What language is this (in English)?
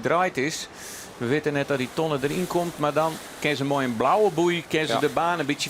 Western Frisian